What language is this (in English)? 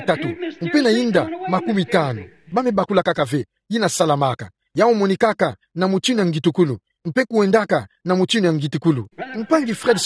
Kituba (Democratic Republic of Congo)